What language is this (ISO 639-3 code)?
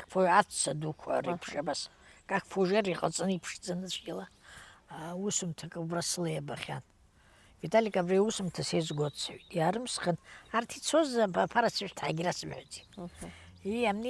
abk